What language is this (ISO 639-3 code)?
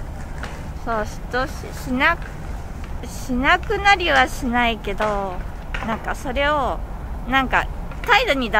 jpn